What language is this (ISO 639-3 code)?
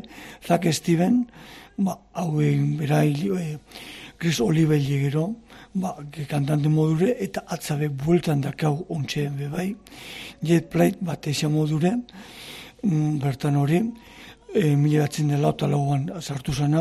eus